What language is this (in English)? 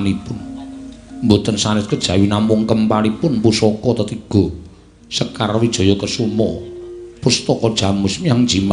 Javanese